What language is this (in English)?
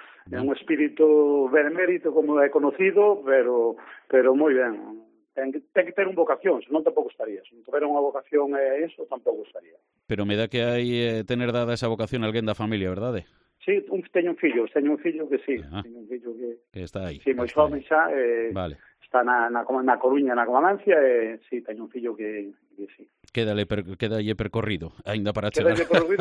Galician